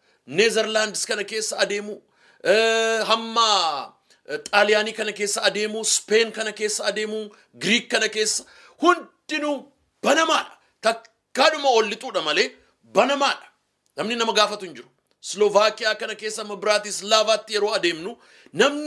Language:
Oromo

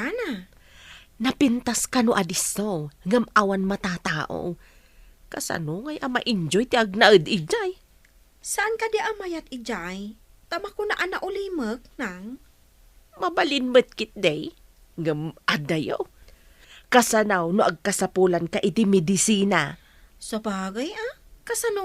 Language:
Iloko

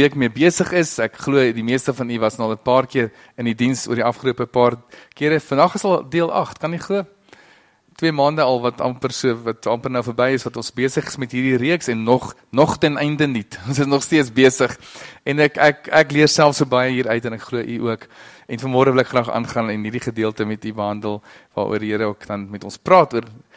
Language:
Afrikaans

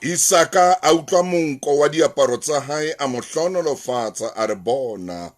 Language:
Southern Sotho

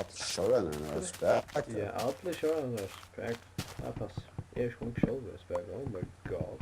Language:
Faroese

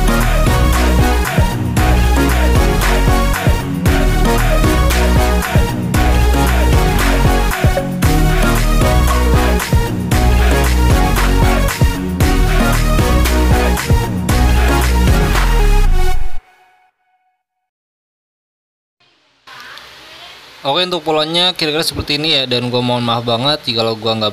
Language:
Indonesian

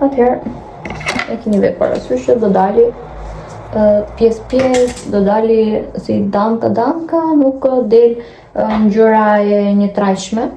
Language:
Albanian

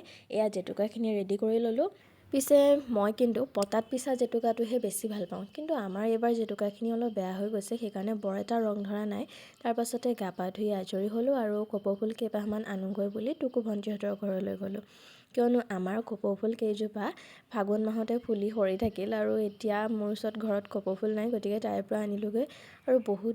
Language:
Assamese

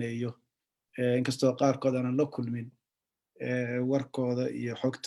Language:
Somali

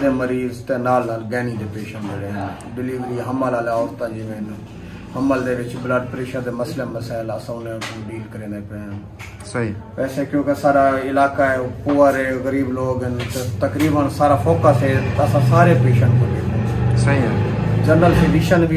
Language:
Saraiki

